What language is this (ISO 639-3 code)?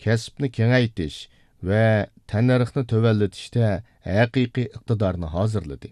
uig